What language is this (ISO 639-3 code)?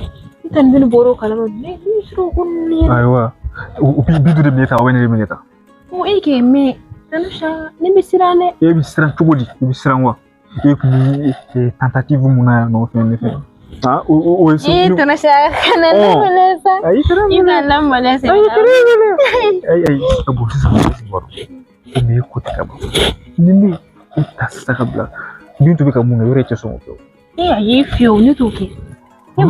bam